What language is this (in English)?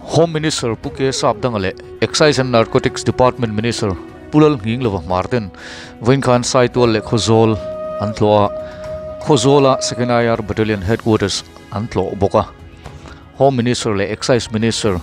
Mizo